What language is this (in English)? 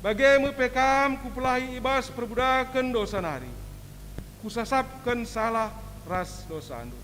Batak Karo